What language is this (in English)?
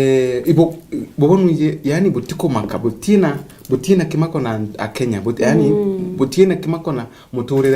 Meru